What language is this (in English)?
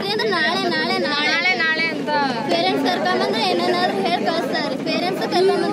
Kannada